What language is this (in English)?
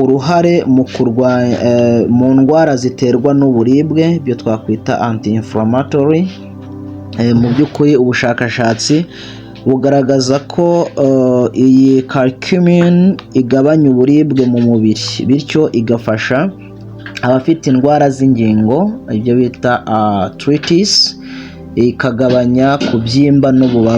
Kinyarwanda